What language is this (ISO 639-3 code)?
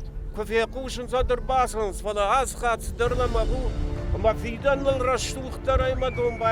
oss